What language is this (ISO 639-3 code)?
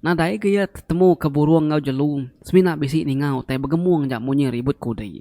iba